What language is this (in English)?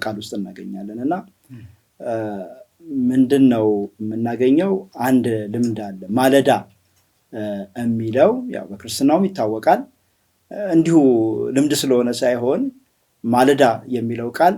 Amharic